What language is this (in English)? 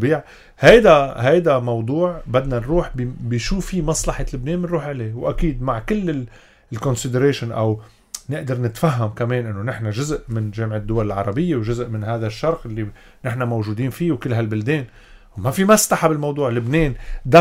North Levantine Arabic